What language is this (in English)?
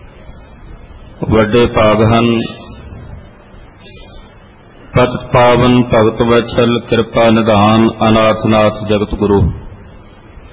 Punjabi